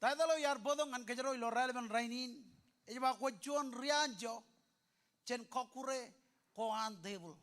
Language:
Marshallese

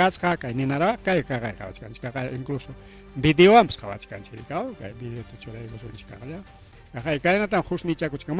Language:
Ayacucho Quechua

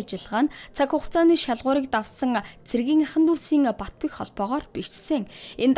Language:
Mongolian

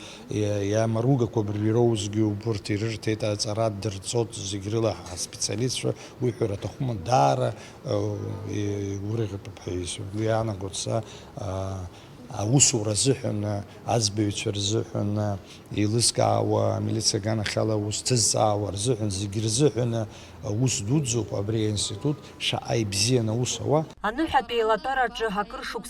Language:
Abkhazian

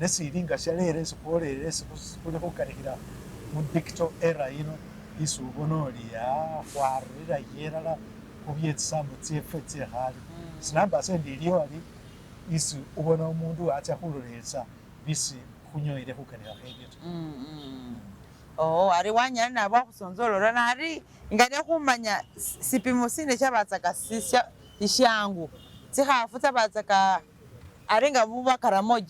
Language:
Masaaba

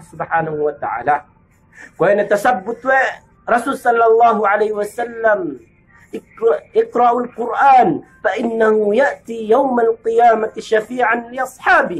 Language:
Yakan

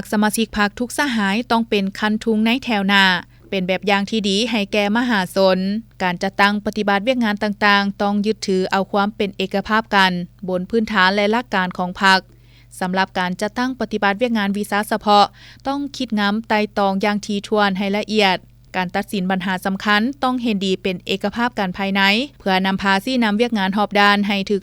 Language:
Lao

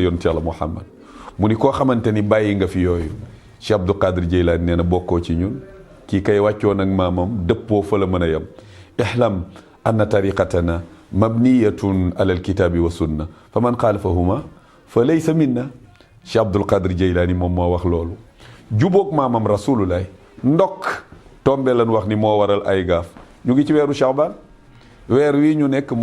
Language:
Wolof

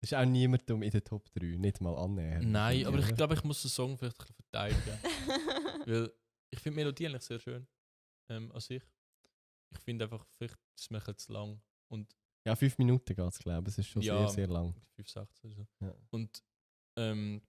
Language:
Swiss German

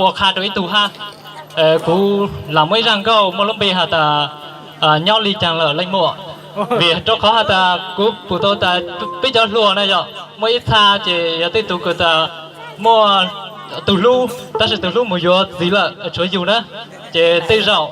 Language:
Hmong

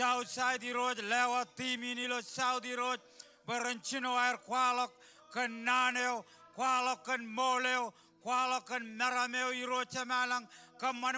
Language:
Marshallese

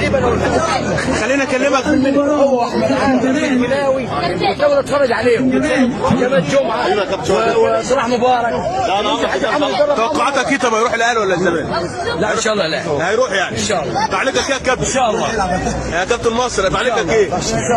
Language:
Egyptian Arabic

